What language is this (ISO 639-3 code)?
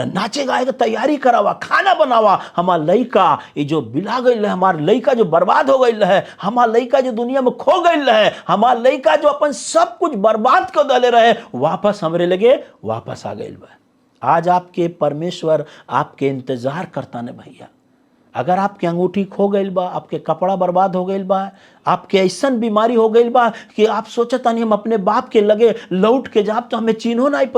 bho